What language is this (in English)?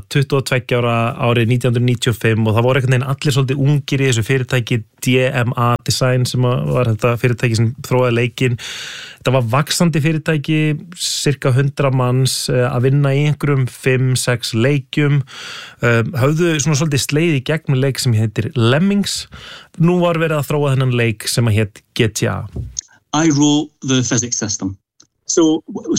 Icelandic